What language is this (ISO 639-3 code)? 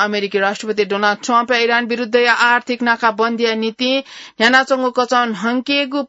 new